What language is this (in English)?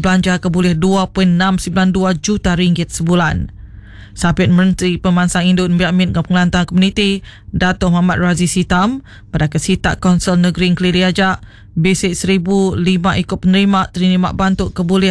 Iban